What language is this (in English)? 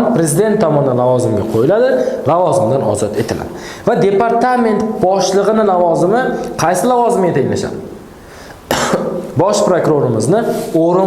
Uzbek